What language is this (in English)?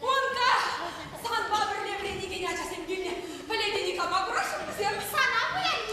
Chuvash